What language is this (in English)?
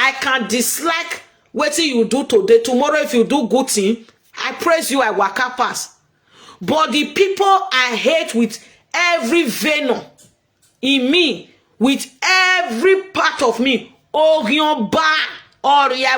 Nigerian Pidgin